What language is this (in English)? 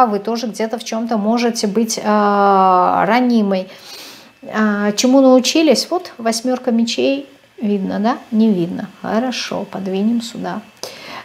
Russian